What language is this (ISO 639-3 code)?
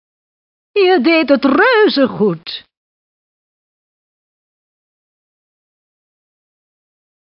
nld